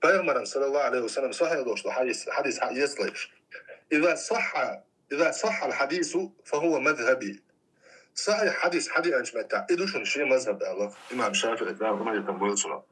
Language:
Chechen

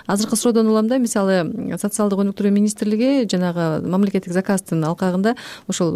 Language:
Kyrgyz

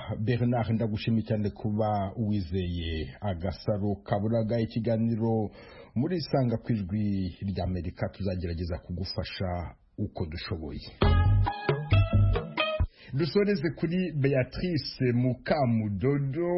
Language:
Kinyarwanda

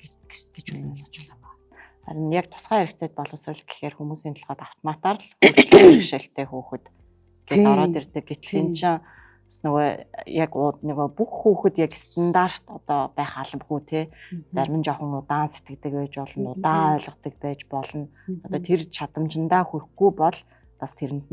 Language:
Mongolian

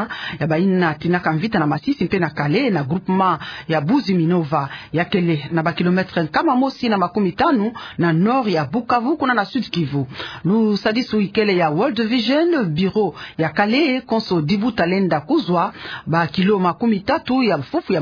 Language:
Kituba (Democratic Republic of Congo)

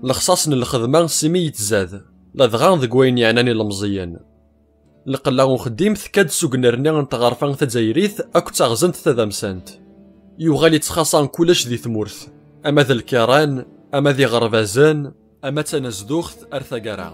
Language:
Kabyle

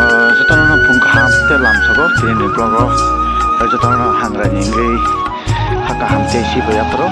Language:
Kok Borok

